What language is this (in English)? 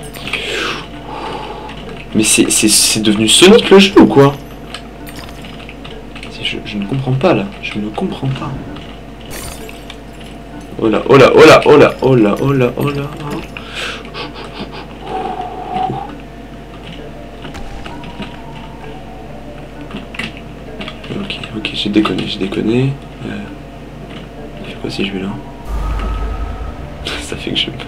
French